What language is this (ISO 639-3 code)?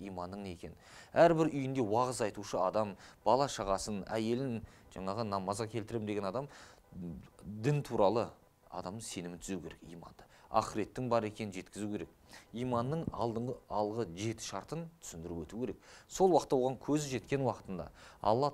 kaz